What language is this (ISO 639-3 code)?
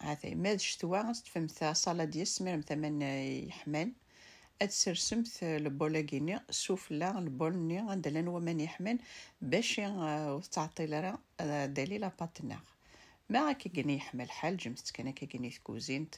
kab